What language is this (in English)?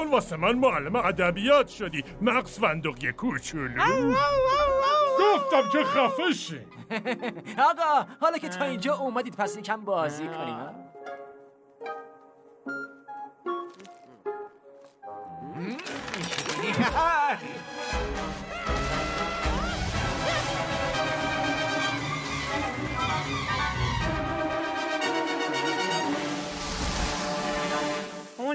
Persian